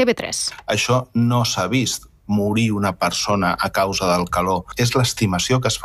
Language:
Catalan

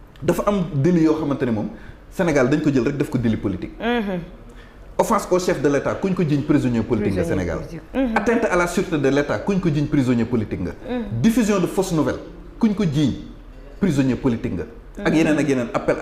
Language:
Wolof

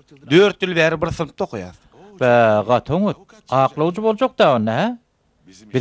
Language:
Turkmen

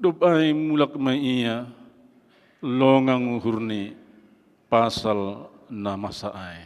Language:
Batak Simalungun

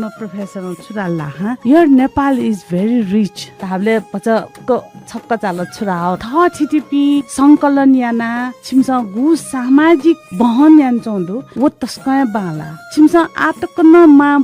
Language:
Newari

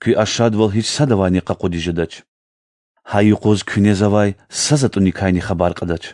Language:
Lezghian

